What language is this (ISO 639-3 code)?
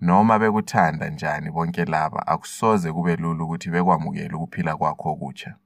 nde